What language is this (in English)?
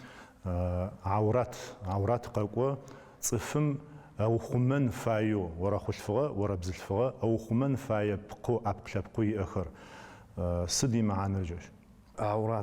Adyghe